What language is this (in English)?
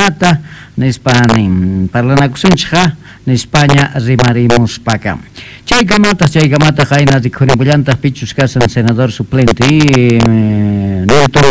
South Bolivian Quechua